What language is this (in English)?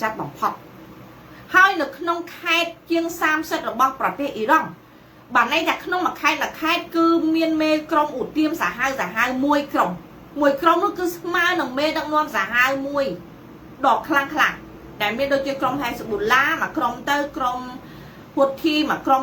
Khmer